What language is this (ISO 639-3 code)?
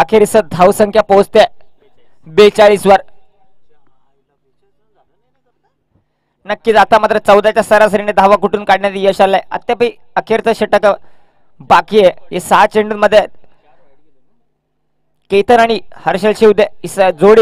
mar